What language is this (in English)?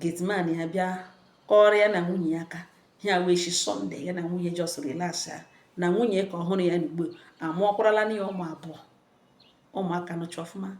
Igbo